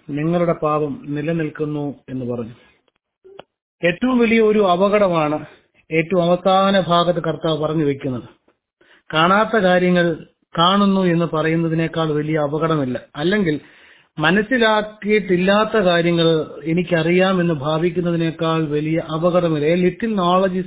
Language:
Malayalam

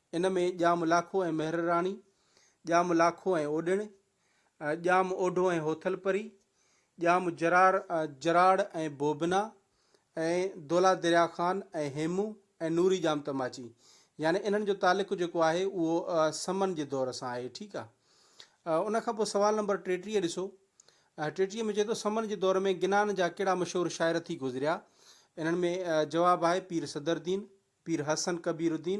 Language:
Sindhi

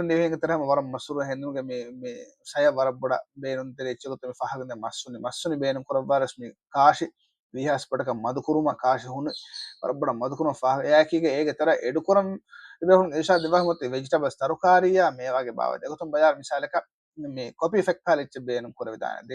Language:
Divehi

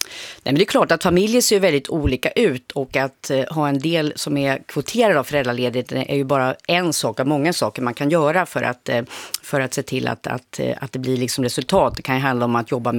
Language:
Swedish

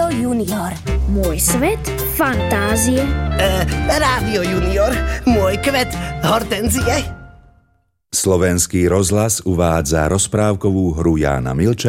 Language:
Slovak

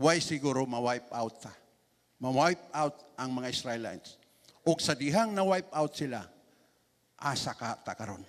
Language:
Cebuano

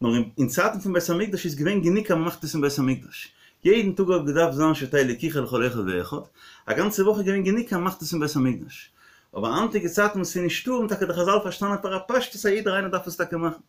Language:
Yiddish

